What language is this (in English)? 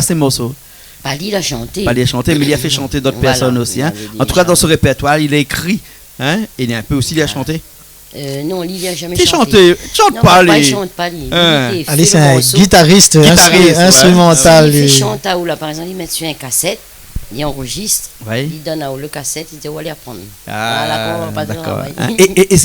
Réunion Creole French